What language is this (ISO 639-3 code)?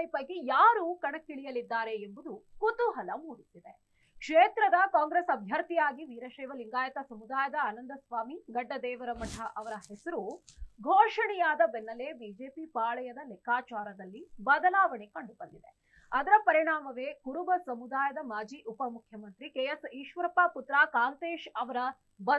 kan